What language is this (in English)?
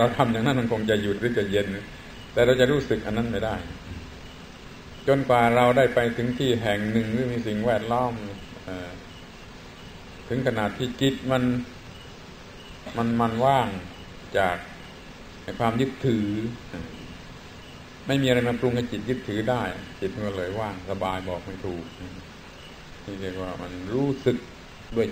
Thai